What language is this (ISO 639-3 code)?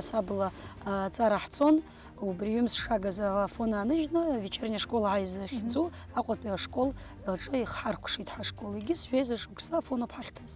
abk